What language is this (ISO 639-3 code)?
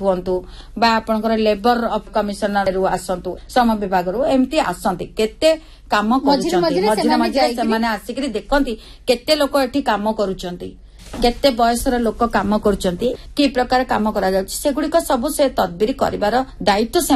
ori